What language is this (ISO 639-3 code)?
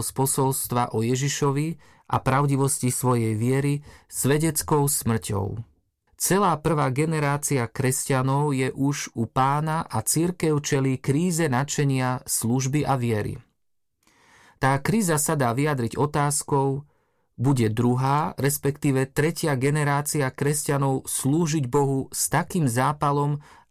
slk